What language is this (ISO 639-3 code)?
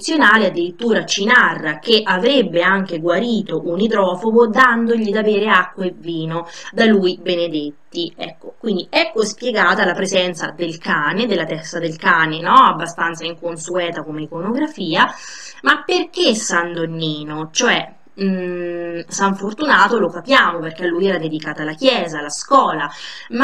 ita